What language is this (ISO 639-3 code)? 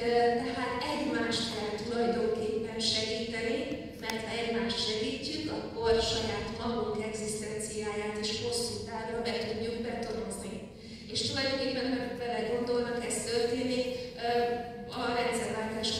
hun